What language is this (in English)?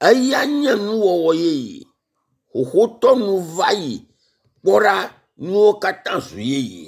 Ewe